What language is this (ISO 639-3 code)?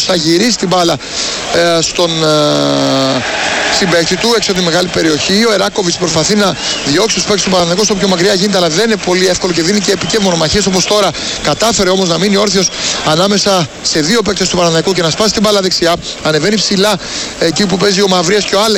ell